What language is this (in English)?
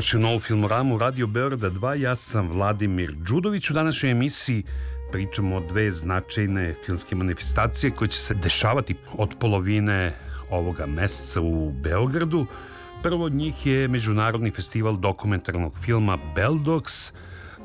Serbian